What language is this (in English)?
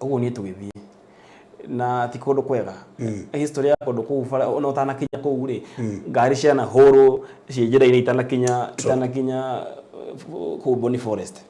Kikuyu